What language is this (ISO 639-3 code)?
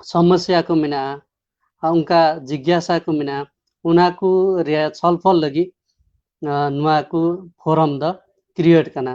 sat